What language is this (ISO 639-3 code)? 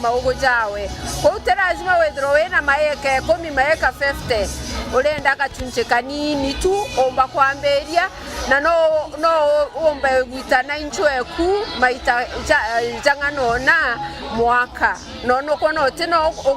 mer